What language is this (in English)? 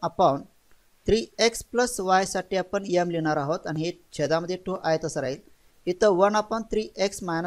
Marathi